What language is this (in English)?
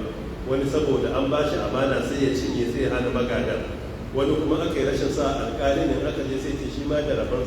Hausa